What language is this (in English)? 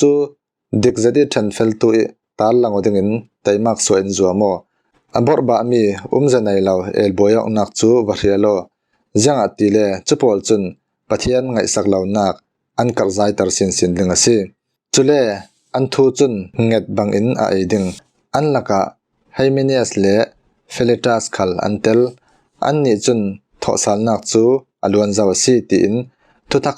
Falam Chin